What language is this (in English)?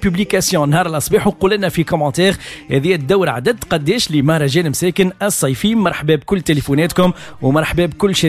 Tunisian Arabic